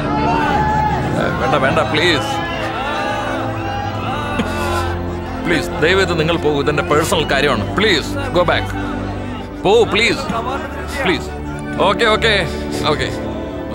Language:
Malayalam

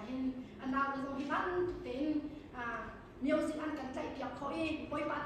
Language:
Hakha Chin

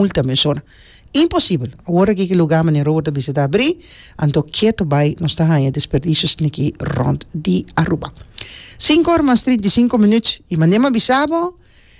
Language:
Papiamento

